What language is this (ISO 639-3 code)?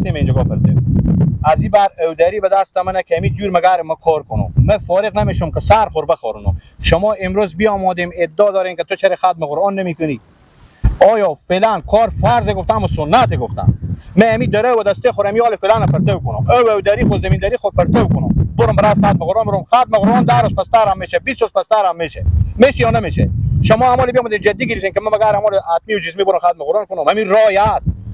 fas